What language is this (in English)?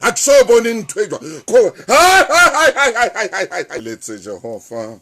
Southern Sotho